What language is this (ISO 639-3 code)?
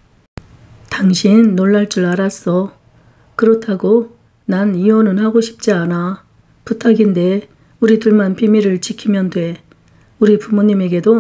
kor